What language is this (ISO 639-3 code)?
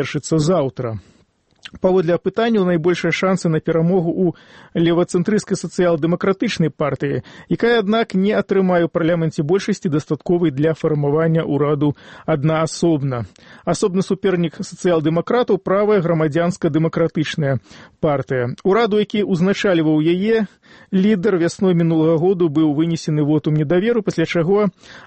bel